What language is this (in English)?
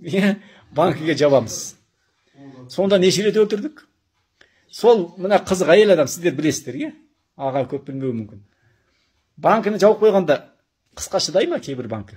Kazakh